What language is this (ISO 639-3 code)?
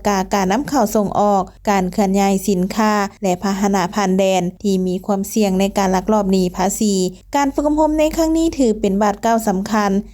lao